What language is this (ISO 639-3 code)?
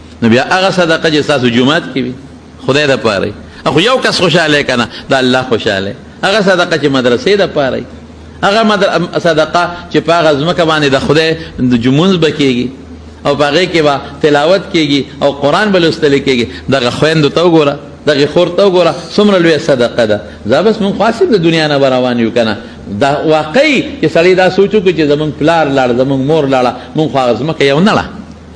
pus